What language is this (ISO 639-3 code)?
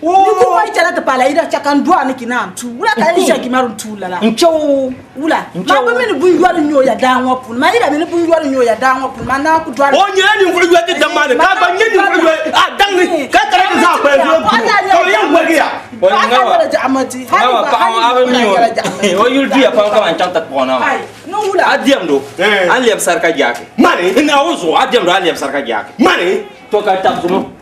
dag